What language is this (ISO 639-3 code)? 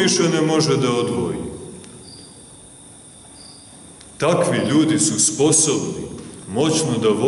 srp